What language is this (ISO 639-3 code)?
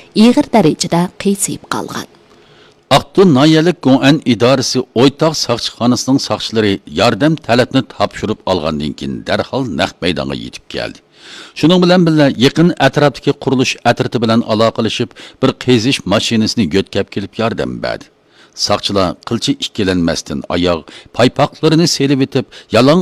uig